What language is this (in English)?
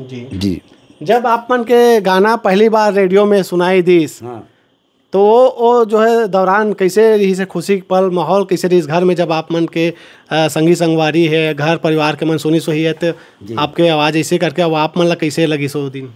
Chhattisgarhi